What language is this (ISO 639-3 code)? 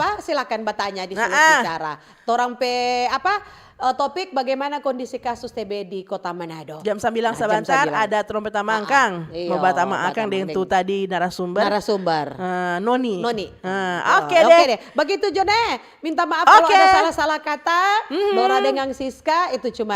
xmm